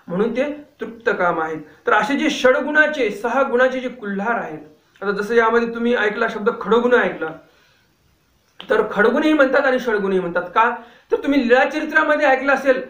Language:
Marathi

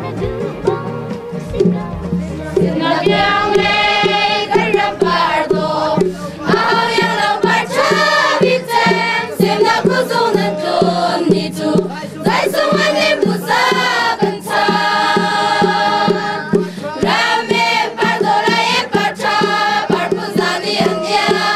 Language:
Hakha Chin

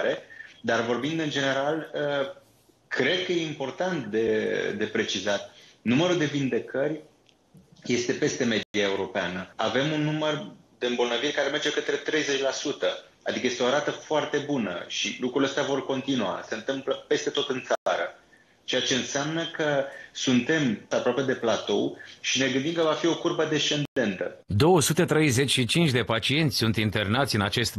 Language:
Romanian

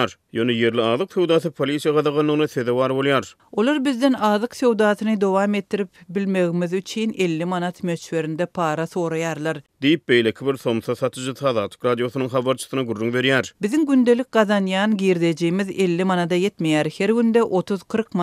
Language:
Turkmen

